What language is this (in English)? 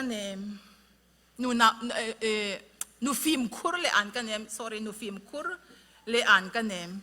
Falam Chin